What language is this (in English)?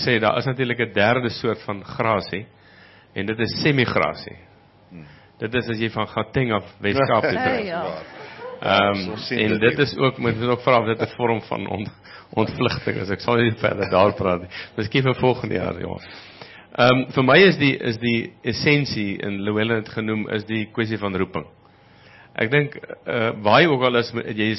Afrikaans